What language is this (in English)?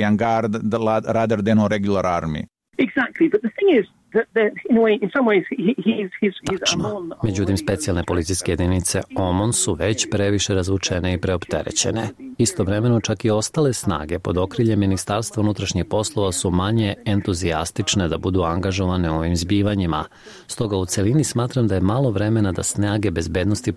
Serbian